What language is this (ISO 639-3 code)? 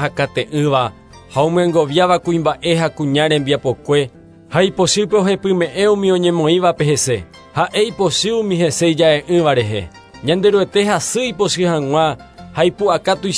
grn